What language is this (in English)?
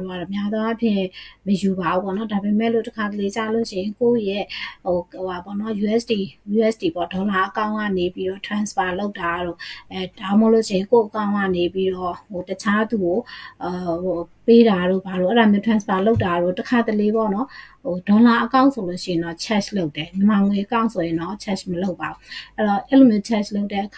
Burmese